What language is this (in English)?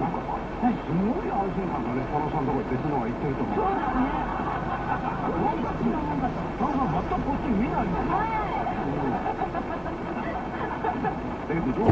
Japanese